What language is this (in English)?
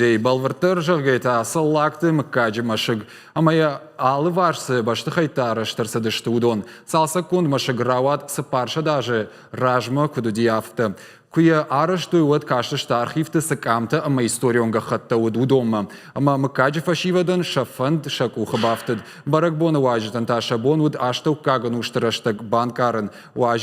Ossetic